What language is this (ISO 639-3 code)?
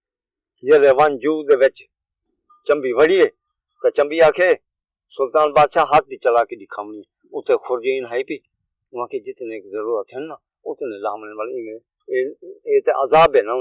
skr